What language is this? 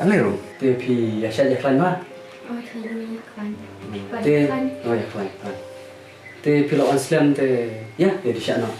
Khasi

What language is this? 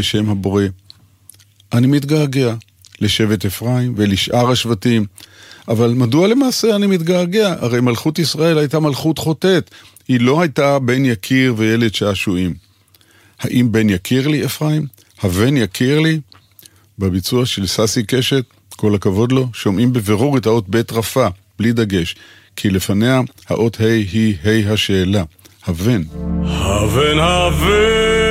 Hebrew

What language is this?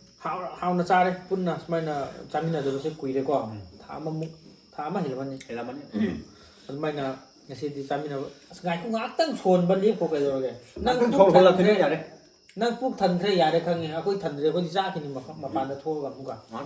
Manipuri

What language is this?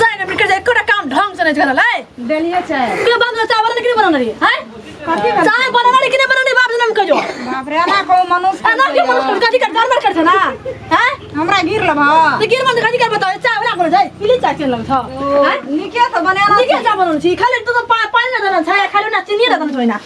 Maithili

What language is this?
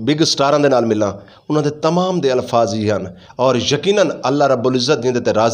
Western Panjabi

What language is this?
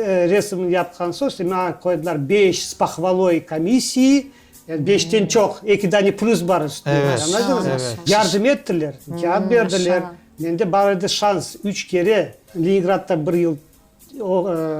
Crimean Tatar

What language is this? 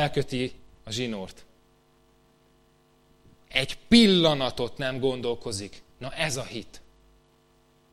Hungarian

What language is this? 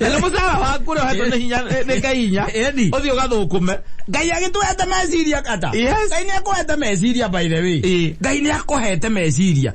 Kikuyu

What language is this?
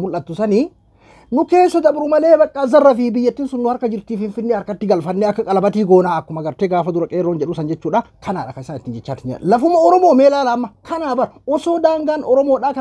Oromo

